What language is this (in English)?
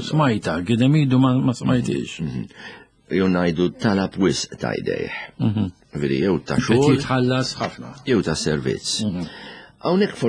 Maltese